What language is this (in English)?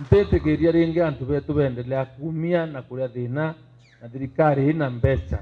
Meru